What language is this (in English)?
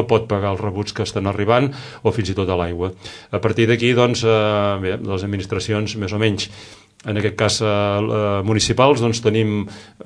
Catalan